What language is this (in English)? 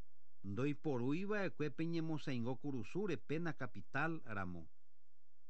Guarani